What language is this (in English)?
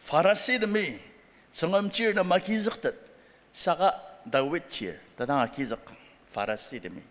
Ao Naga